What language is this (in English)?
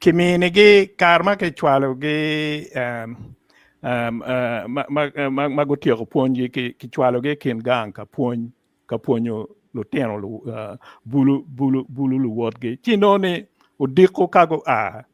Acoli